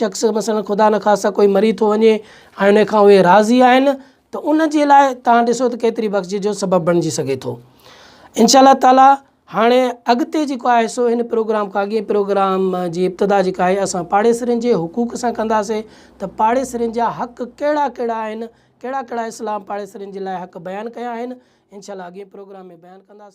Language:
Sindhi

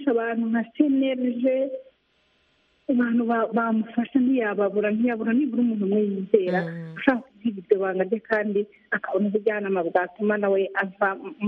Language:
Kinyarwanda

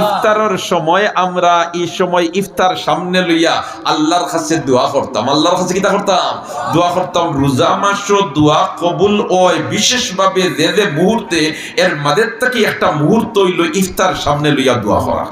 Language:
Sylheti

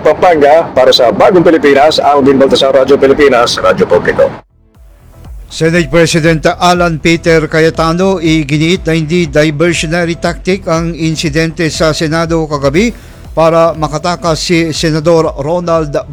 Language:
Filipino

